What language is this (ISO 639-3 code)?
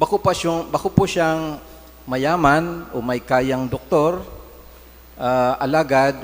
bik